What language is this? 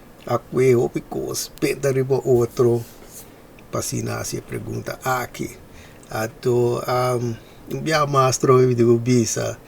Papiamento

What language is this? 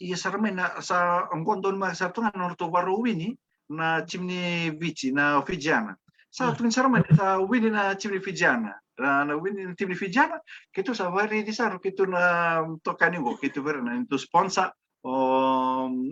Fijian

